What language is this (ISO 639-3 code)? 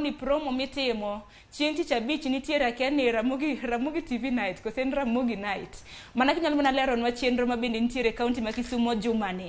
luo